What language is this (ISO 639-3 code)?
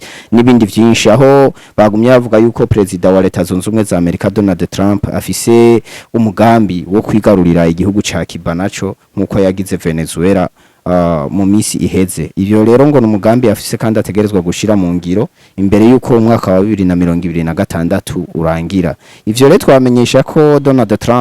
run